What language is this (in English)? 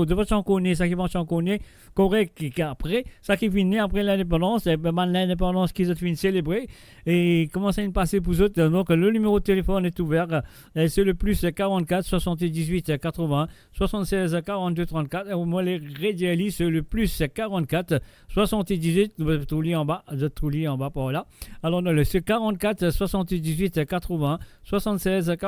Morisyen